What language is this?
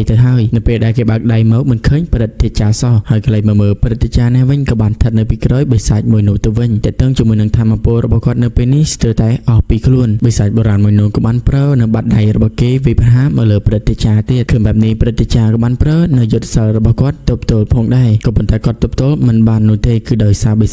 Khmer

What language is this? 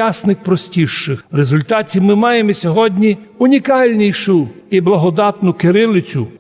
Rusyn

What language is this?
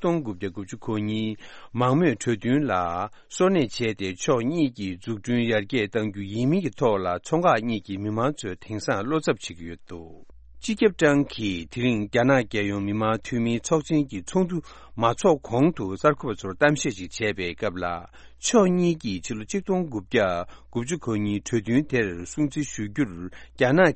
Tibetan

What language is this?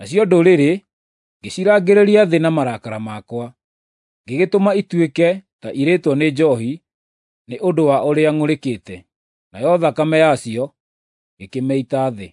Kikuyu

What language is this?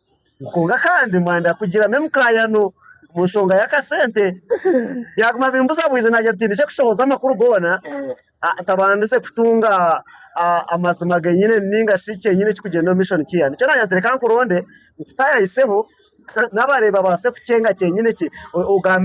Nyankole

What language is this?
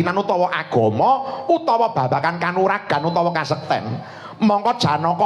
Javanese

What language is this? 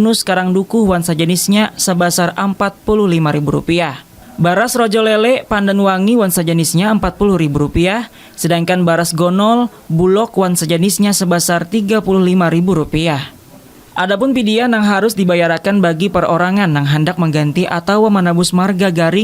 Banjar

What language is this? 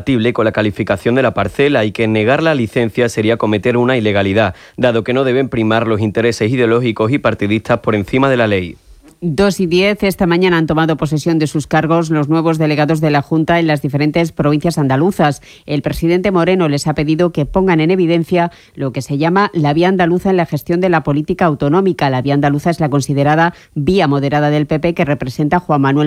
Spanish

